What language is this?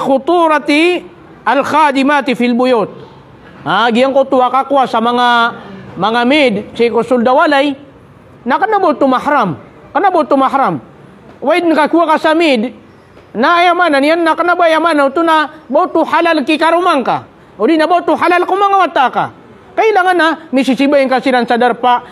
Maranao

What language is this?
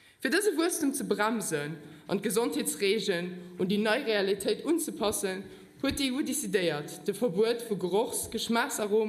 Luxembourgish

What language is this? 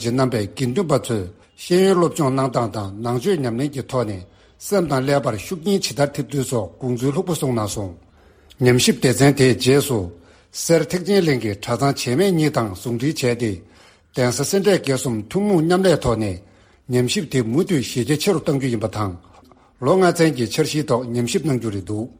Tibetan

